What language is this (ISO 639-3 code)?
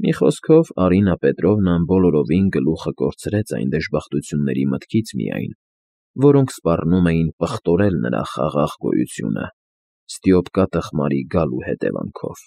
hye